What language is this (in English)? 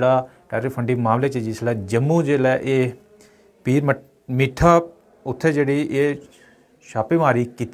Dogri